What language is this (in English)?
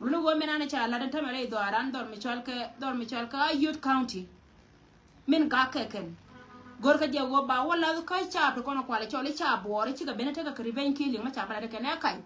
Nuer